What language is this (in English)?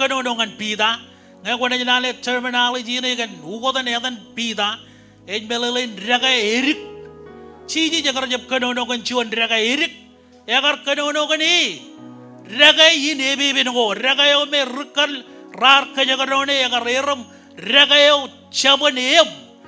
Marshallese